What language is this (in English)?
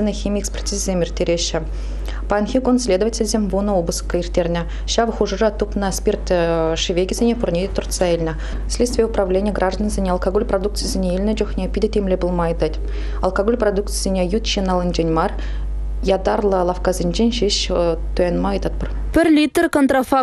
Chuvash